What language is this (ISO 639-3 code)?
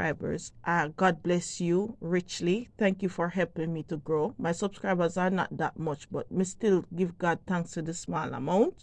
jam